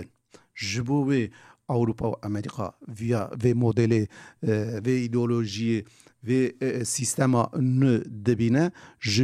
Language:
Kurdish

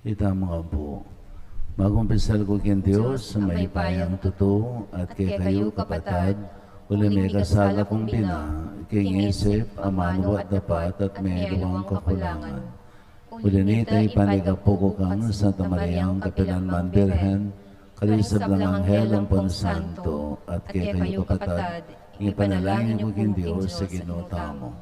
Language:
Pampanga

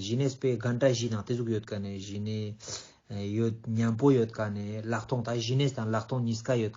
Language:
Ladakhi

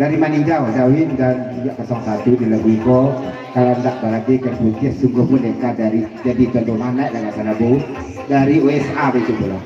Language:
Minangkabau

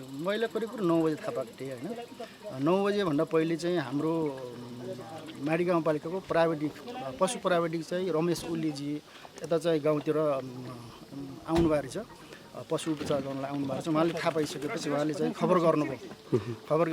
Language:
Nepali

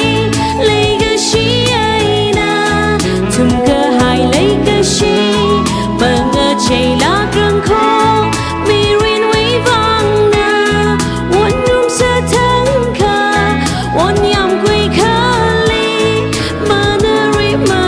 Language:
Tangkhul Naga (India)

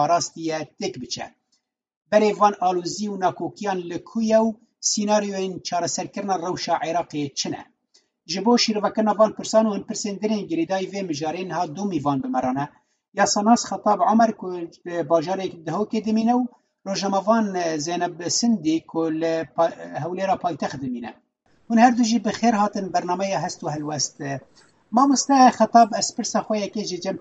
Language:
Kurdish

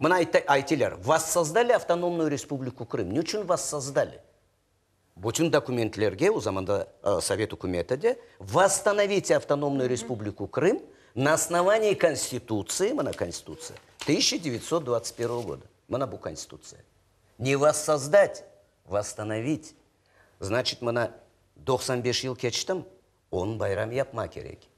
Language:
Crimean Tatar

